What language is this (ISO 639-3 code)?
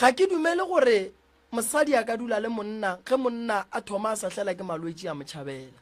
nso